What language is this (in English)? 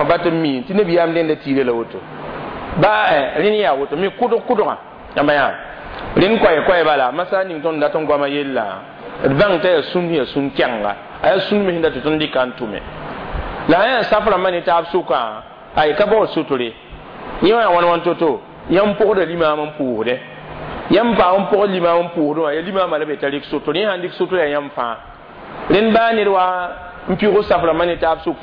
Mossi